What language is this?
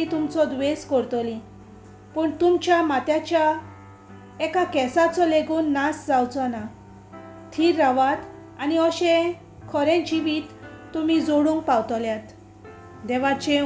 Konkani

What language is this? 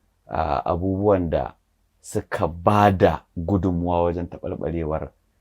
Hausa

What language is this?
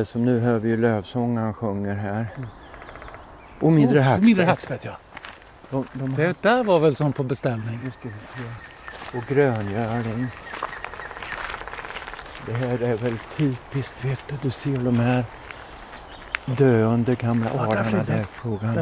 Swedish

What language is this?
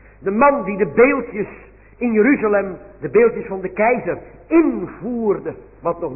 Dutch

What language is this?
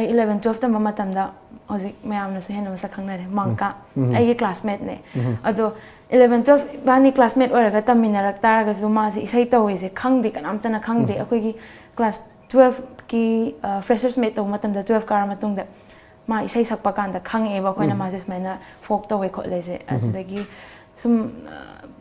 Manipuri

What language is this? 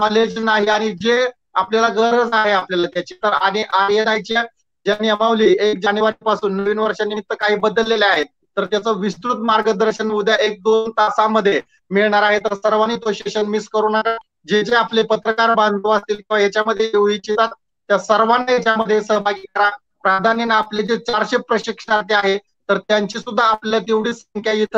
Marathi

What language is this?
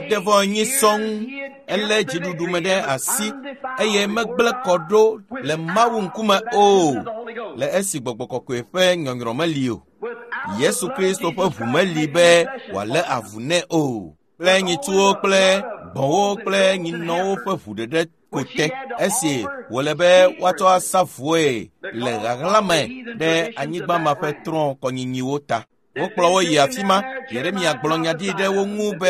Ewe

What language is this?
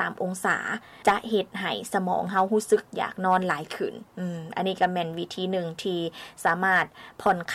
Lao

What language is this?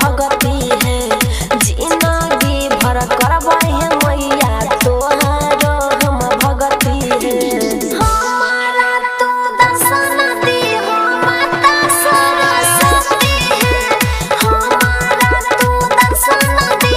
Bhojpuri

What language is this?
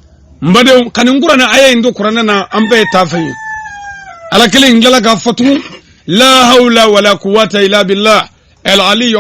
Bambara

